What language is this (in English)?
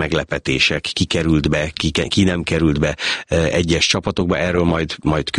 Hungarian